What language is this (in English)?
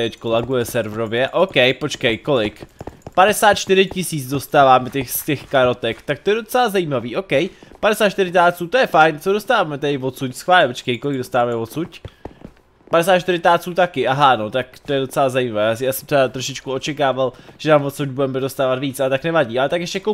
Czech